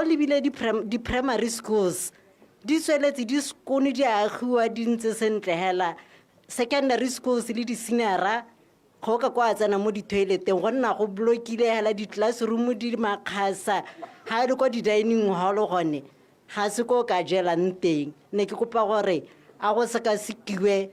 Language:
Tswana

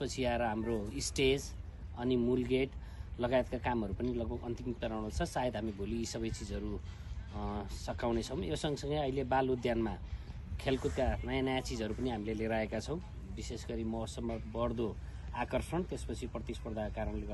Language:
Nepali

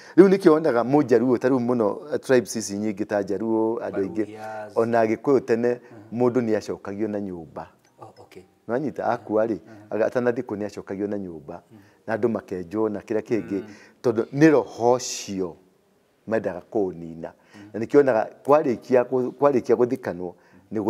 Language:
Kikuyu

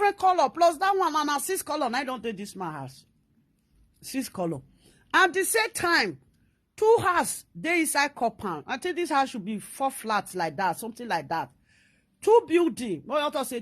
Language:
Nigerian Pidgin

